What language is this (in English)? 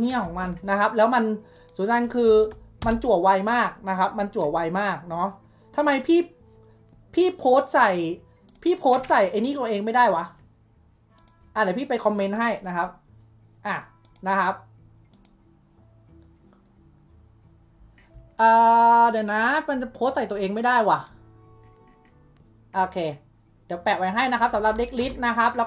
Thai